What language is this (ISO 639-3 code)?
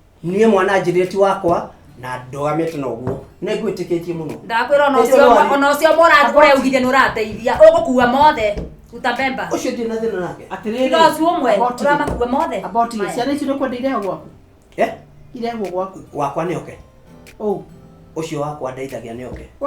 kik